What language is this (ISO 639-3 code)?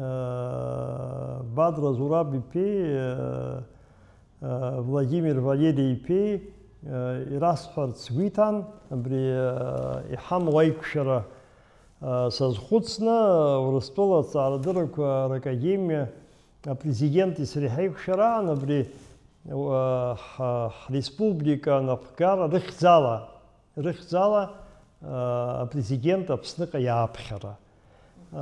abk